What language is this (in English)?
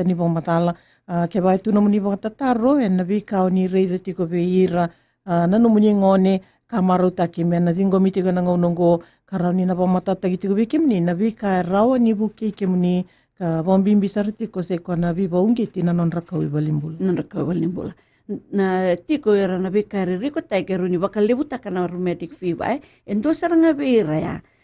Fijian